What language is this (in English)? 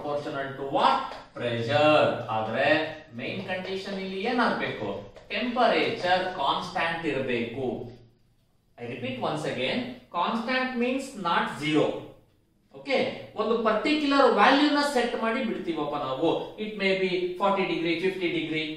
Kannada